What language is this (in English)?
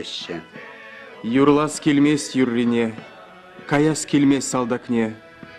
Chuvash